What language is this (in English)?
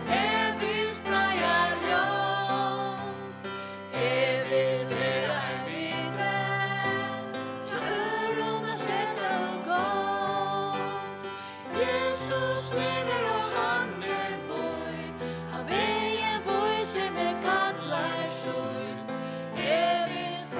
Faroese